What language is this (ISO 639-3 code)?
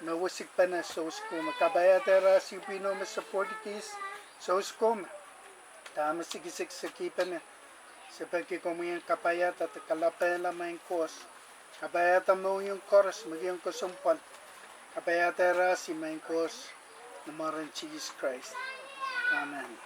pon